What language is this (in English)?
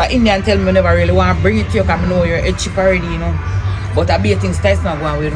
Jamaican Creole English